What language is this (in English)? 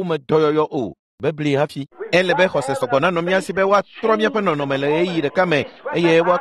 Ewe